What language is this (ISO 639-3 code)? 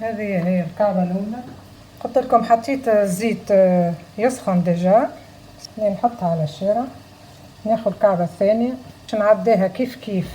aeb